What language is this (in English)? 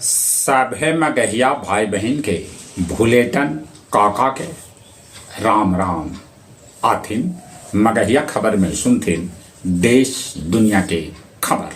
Magahi